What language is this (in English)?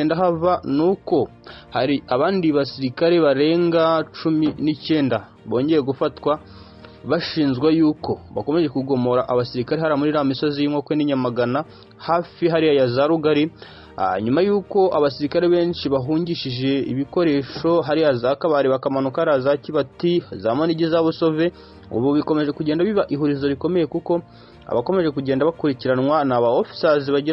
Kinyarwanda